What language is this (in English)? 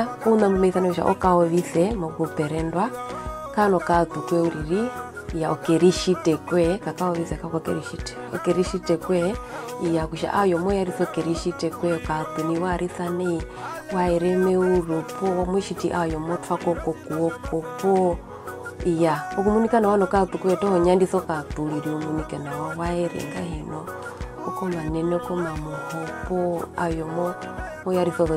Herero